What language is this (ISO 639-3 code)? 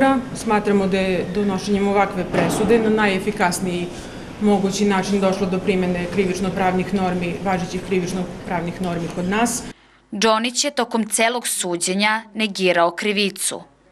srp